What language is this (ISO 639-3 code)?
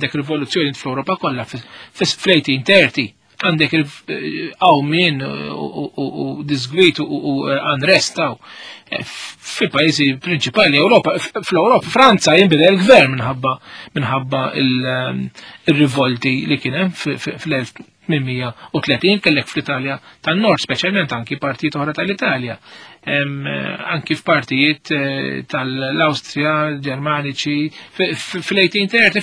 mlt